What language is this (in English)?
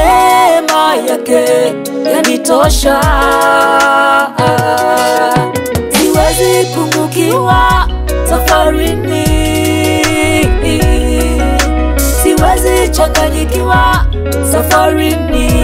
Swahili